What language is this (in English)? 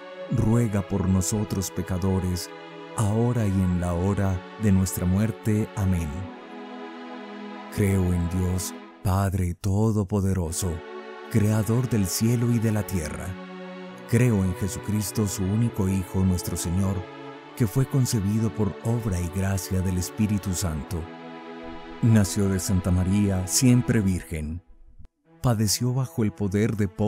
Spanish